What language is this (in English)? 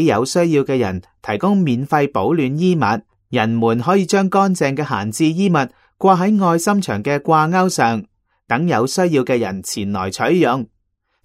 Cantonese